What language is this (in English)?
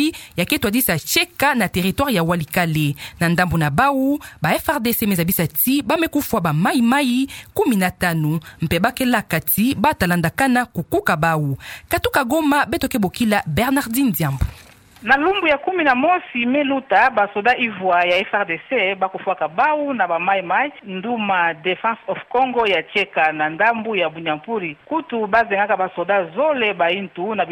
Kituba (Democratic Republic of Congo)